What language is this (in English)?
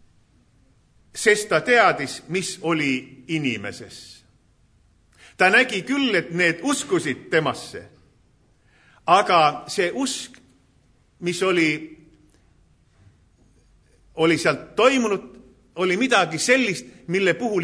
Estonian